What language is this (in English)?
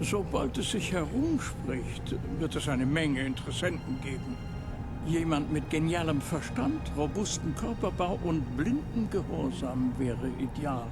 Bavarian